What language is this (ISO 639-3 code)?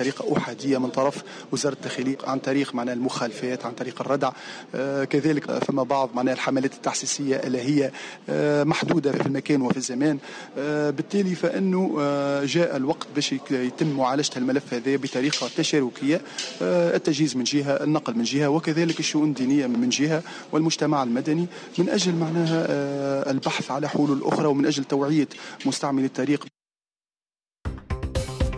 aeb